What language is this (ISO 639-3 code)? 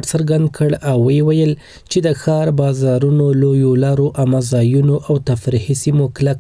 pus